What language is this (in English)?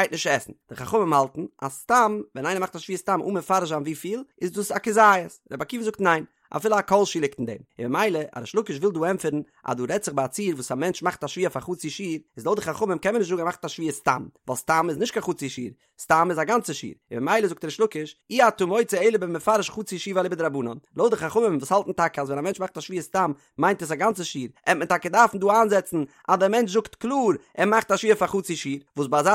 Yiddish